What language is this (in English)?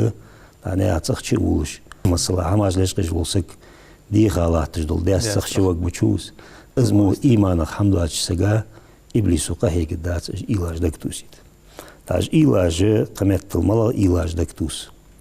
Ingush